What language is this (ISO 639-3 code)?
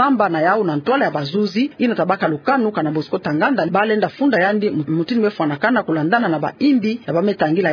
ktu